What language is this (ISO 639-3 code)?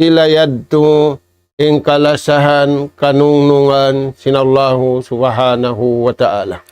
tsg